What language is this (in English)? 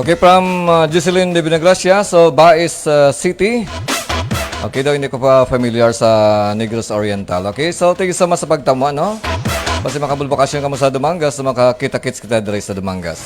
Hiligaynon